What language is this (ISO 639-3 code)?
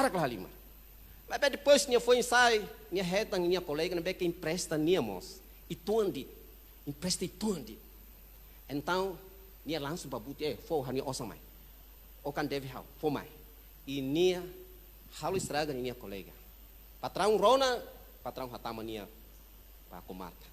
tet